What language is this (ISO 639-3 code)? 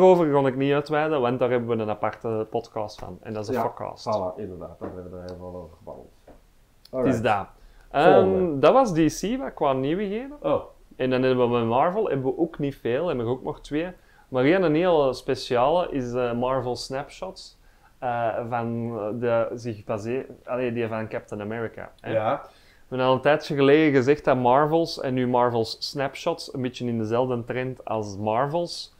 nld